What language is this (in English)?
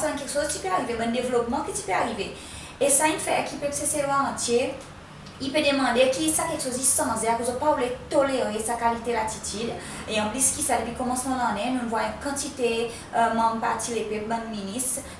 Seselwa Creole French